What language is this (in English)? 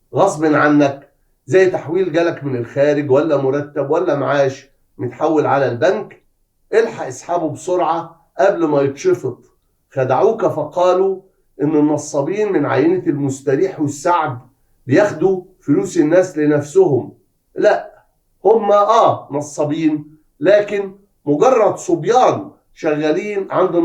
Egyptian Arabic